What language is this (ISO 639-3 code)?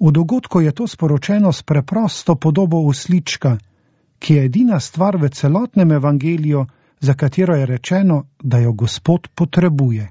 slv